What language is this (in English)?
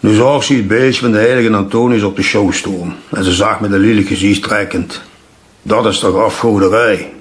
Limburgish